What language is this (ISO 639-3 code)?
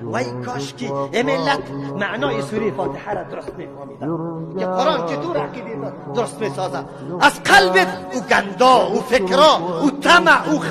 fas